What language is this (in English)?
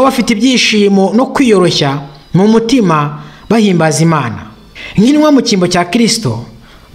Kinyarwanda